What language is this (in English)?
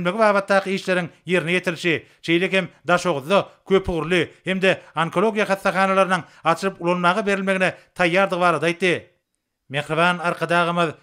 Turkmen